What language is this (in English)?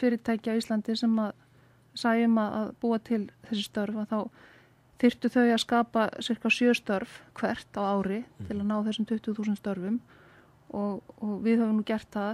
Icelandic